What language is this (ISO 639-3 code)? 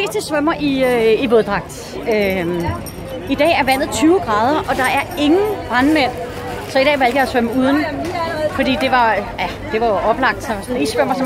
dan